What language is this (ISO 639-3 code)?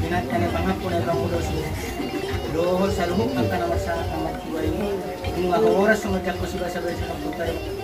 bbc